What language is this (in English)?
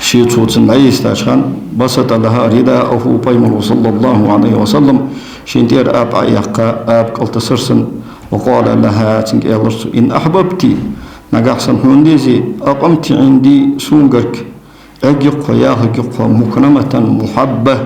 Ingush